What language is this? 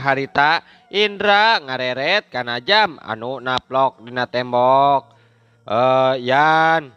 Sundanese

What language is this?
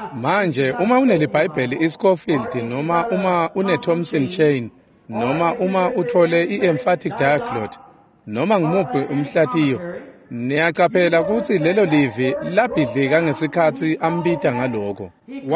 Swati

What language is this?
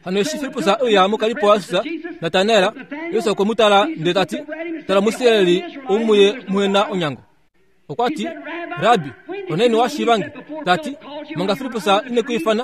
Kuanyama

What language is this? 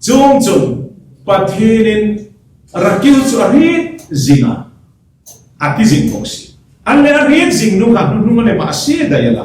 Hmar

